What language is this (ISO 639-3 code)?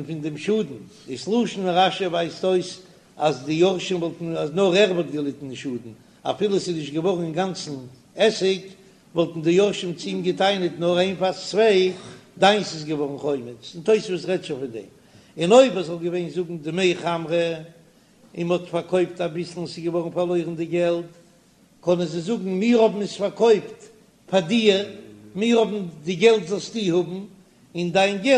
yid